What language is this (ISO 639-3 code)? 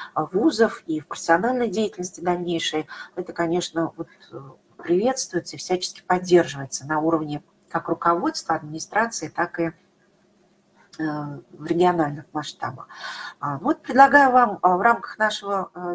rus